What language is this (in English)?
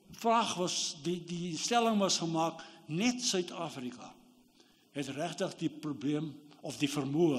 Afrikaans